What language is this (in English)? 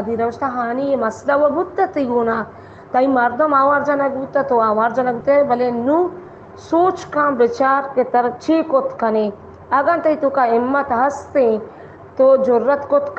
Baluchi